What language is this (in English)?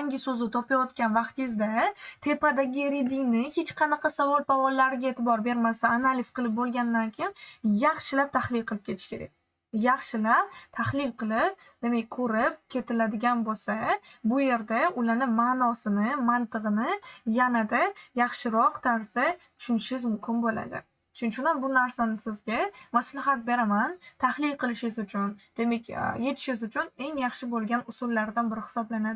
Uzbek